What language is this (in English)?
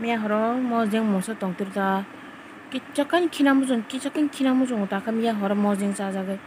Kok Borok